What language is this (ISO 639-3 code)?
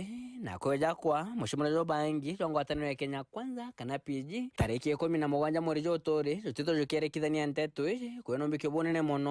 mer